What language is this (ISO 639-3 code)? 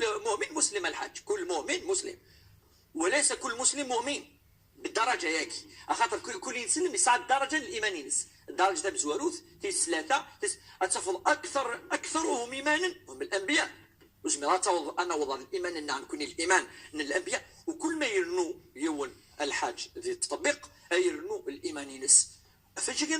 kab